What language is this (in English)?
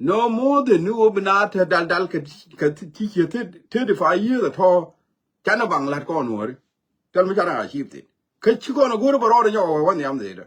Nuer